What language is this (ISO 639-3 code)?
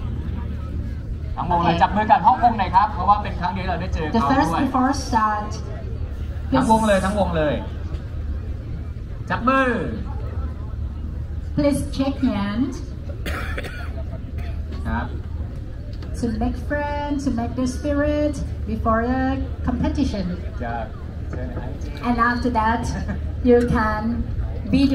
tha